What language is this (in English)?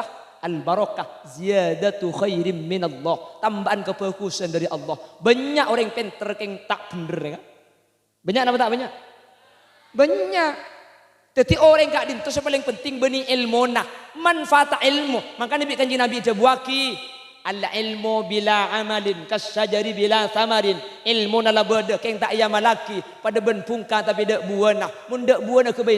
Madurese